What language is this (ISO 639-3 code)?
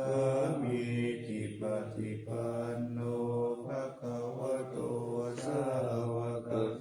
pli